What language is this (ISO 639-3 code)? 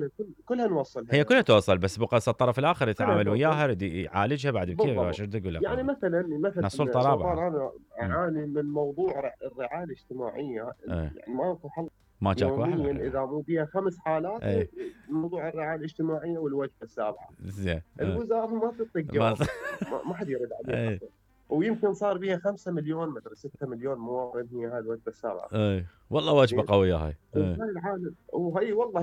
acm